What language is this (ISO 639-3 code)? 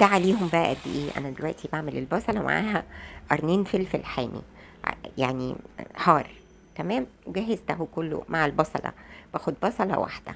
arz